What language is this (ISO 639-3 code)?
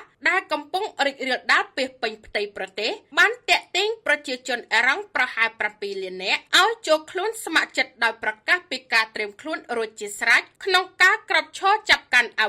khm